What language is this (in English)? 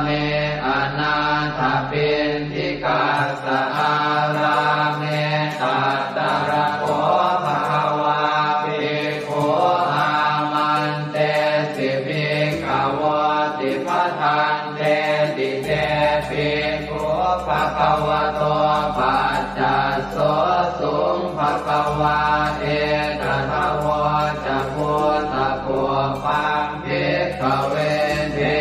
Pali